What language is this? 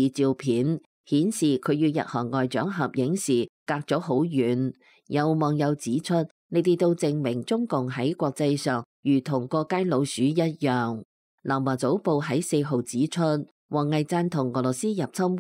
Cantonese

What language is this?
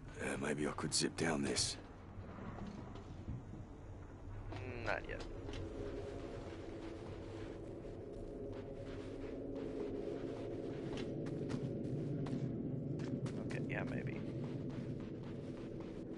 English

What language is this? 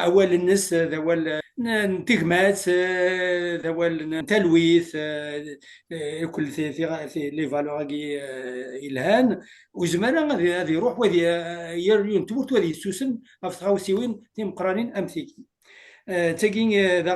Kabyle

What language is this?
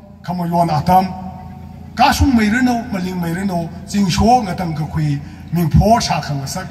Tangkhul Naga (India)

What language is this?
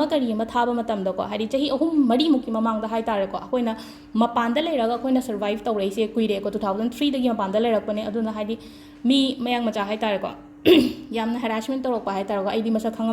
Manipuri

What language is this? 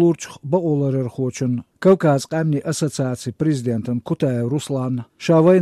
Chechen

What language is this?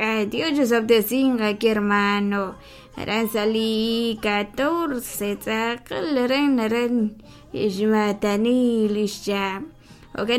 Kekchí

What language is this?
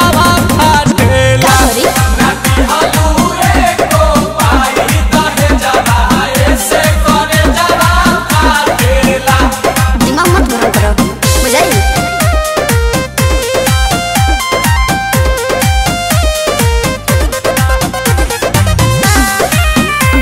Bhojpuri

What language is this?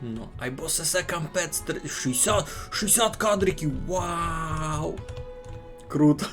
Rusyn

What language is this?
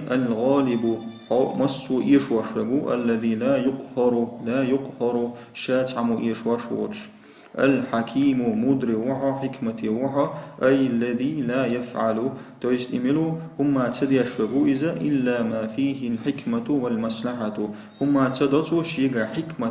Chechen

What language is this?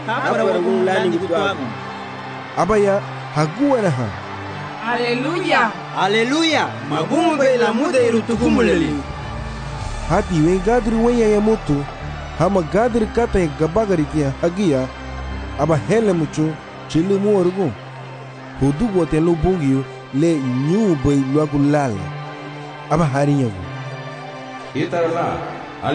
Garifuna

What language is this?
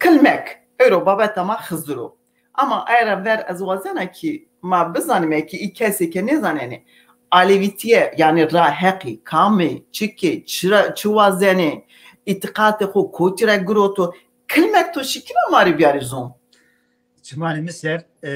Zaza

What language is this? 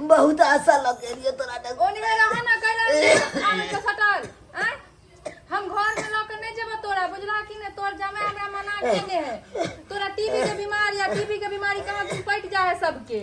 Maithili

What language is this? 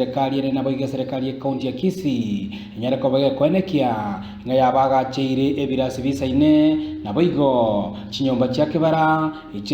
Gusii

